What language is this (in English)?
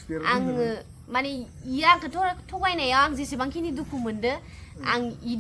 Bodo